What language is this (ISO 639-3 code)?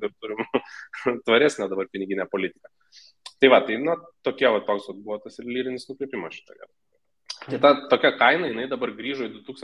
lit